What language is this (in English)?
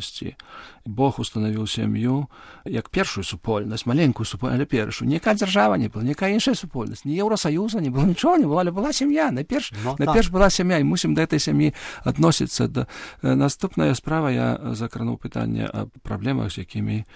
Belarusian